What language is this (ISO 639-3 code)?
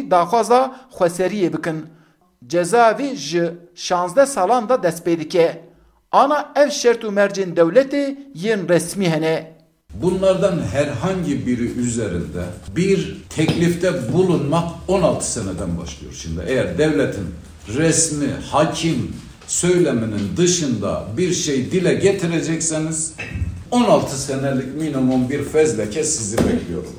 kur